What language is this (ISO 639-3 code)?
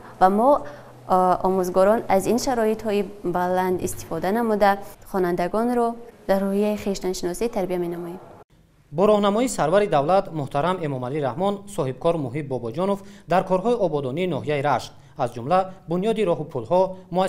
tgk